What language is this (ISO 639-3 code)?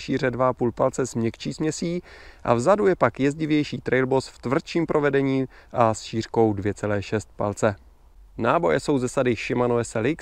ces